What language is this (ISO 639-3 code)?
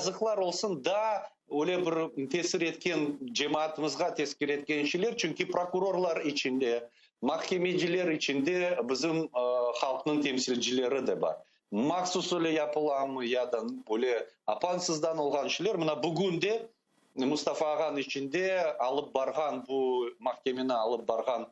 crh